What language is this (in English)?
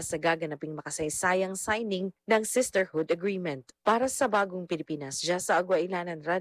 Filipino